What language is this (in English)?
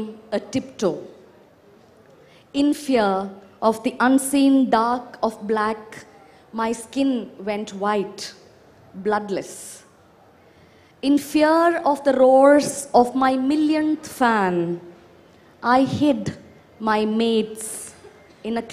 Malayalam